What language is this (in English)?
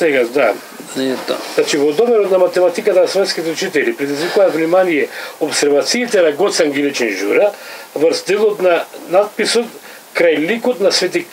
Macedonian